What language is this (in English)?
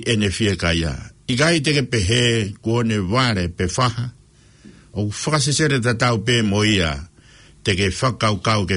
Tongan